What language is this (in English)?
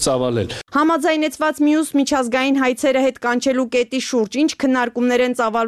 Armenian